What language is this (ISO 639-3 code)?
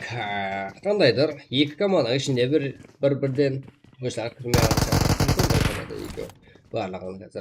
kaa